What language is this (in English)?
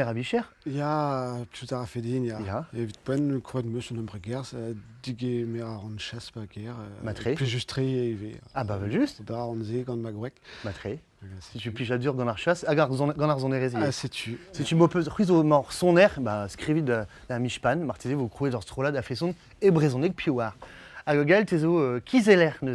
Breton